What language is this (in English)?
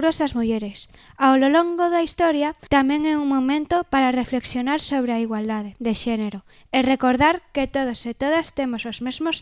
Galician